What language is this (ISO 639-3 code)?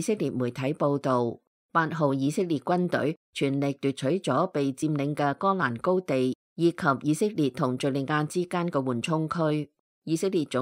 yue